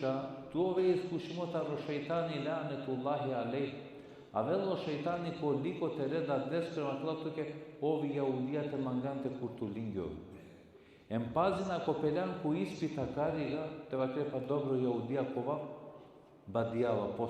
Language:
Balkan Romani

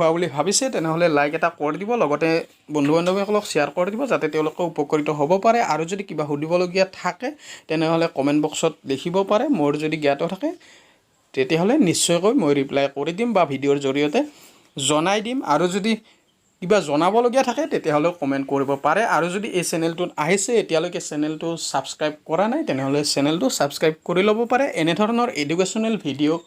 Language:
Assamese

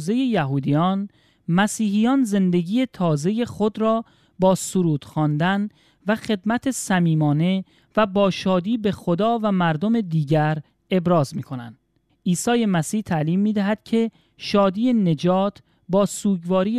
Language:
Persian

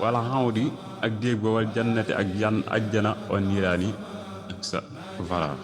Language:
Wolof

